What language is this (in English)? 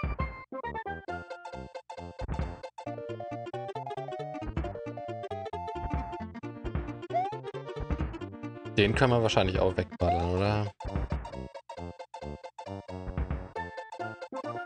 German